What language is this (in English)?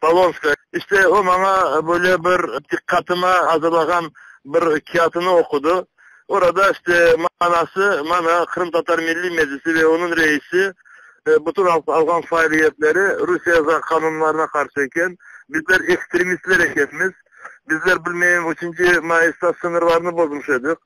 Crimean Tatar